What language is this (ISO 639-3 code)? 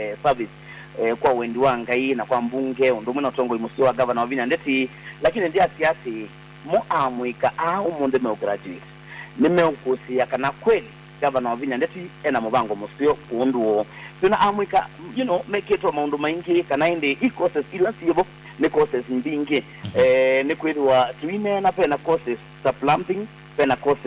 kam